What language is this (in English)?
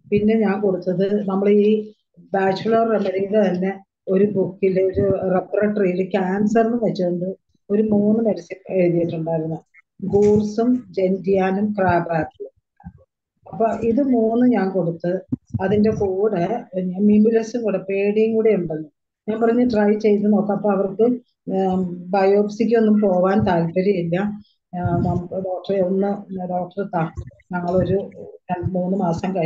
Malayalam